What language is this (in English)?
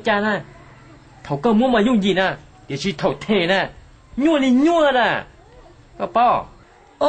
Hmong